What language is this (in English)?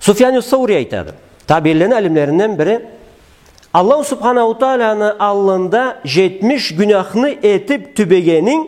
Karachay-Balkar